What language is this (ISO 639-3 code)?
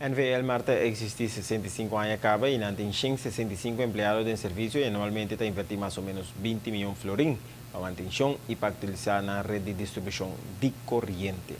pap